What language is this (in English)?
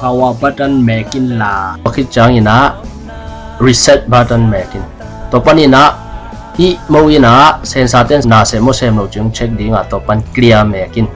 Tedim Chin